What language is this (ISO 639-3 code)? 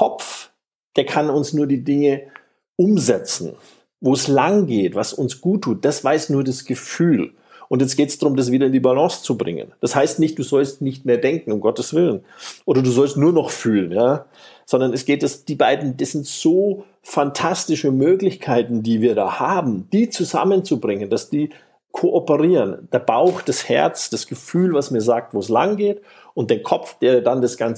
deu